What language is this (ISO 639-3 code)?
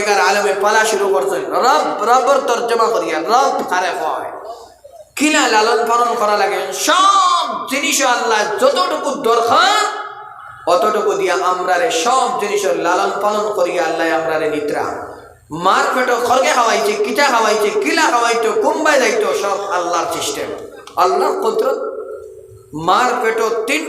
syl